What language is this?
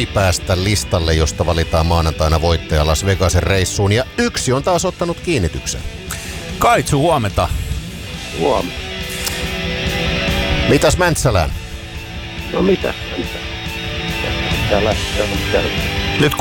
Finnish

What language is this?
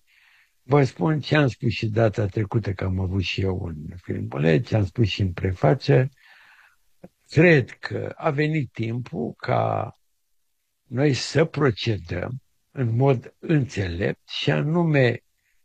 Romanian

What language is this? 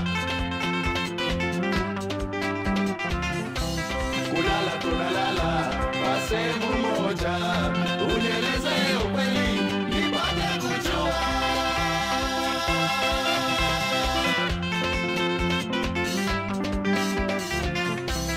Swahili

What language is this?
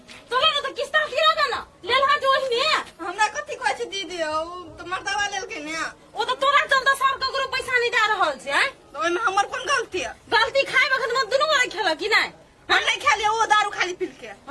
Maithili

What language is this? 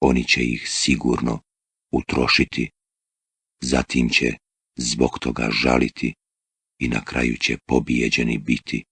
Bosnian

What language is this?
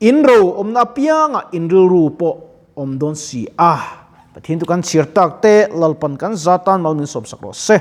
Mizo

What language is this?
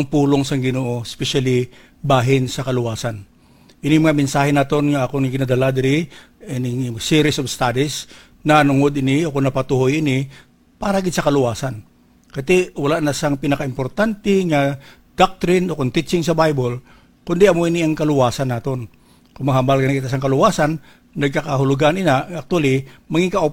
Hiligaynon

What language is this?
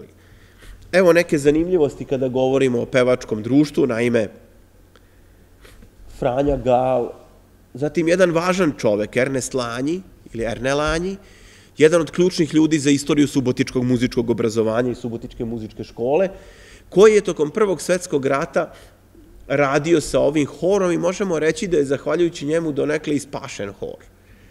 Serbian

